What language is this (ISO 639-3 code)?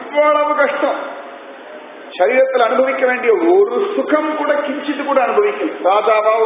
tam